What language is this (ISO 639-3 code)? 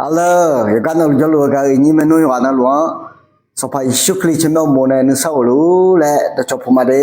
ahk